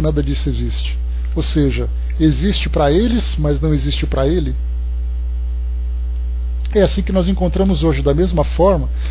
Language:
Portuguese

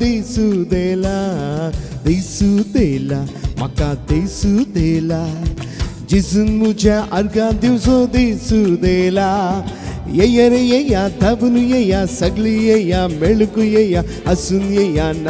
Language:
Konkani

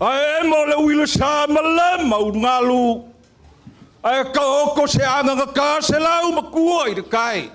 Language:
Samoan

